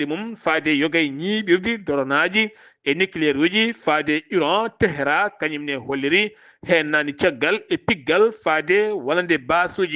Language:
Fula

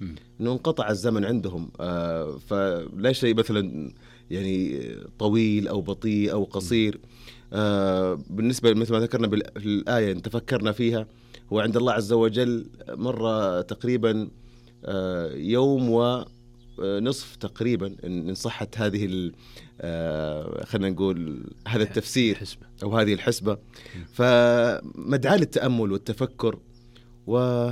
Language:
Najdi Arabic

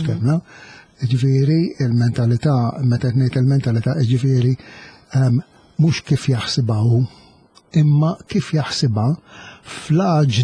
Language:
Maltese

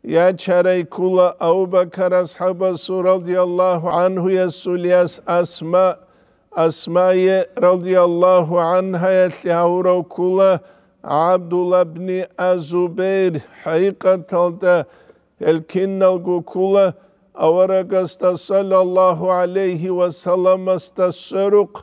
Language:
Avaric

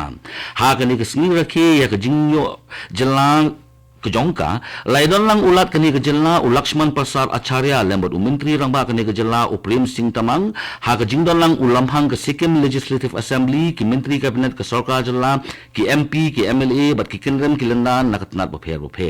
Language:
Khasi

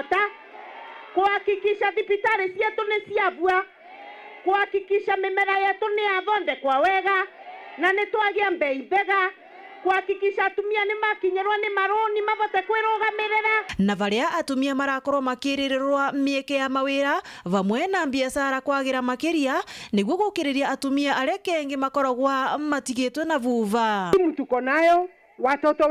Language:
Meru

